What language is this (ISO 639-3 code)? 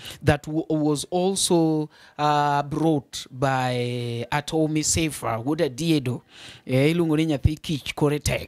luo